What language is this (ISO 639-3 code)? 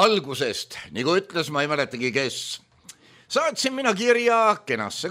est